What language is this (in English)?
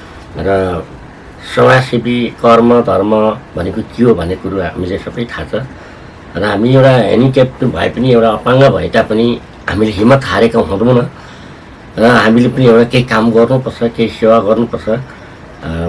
Nepali